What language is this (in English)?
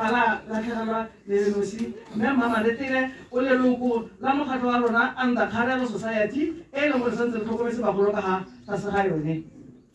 Tswana